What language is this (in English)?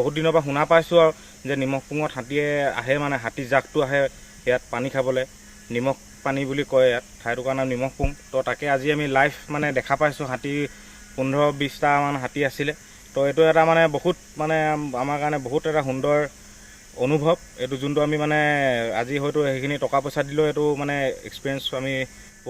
Assamese